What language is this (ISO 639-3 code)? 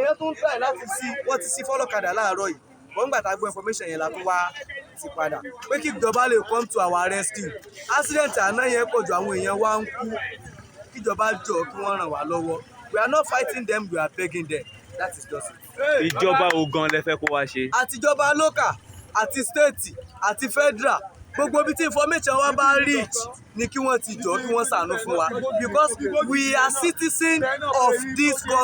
yor